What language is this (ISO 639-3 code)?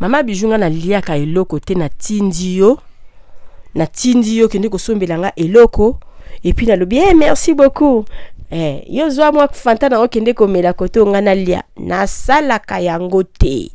lin